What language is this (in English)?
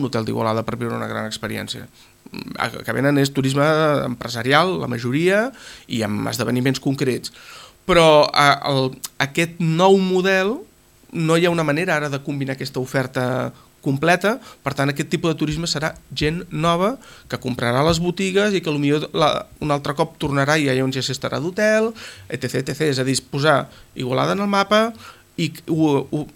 Catalan